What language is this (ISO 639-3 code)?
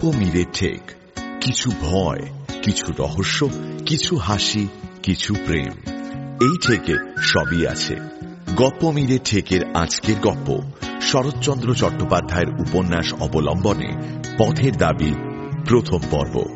ben